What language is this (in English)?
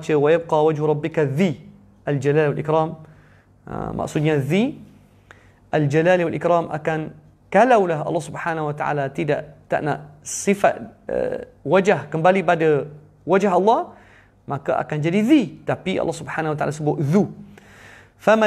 Malay